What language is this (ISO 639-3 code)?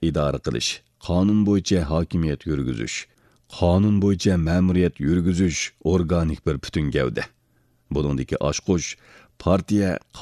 uig